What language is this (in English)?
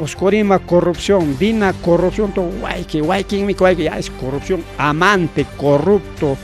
Ayacucho Quechua